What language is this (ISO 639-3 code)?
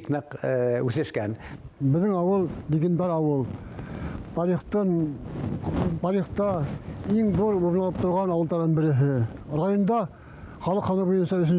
bak